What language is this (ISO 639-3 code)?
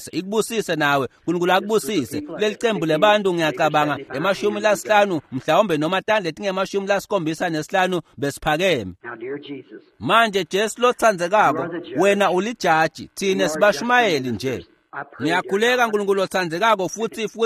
ssw